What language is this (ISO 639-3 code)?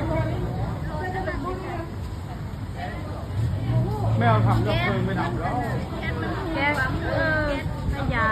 lao